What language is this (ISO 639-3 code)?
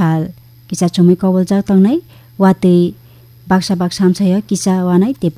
trp